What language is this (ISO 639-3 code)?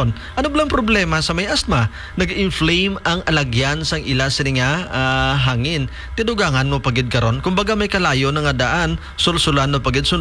hil